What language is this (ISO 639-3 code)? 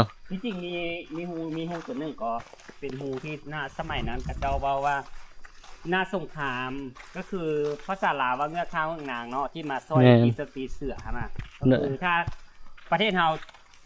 lao